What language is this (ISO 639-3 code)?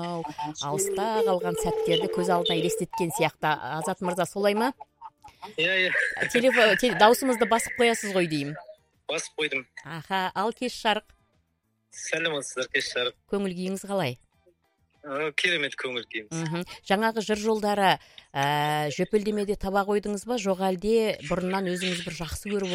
kaz